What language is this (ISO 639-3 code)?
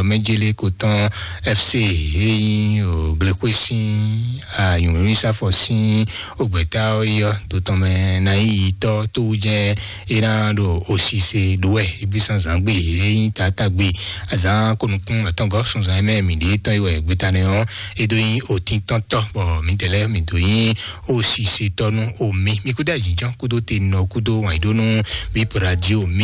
fon